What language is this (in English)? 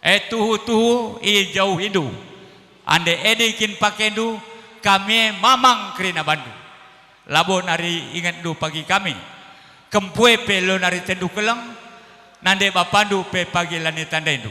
Batak Karo